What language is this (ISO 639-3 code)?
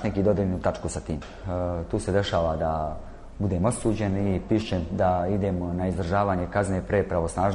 srp